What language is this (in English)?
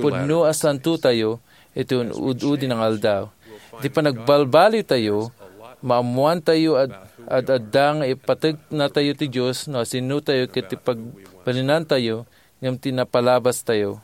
Iloko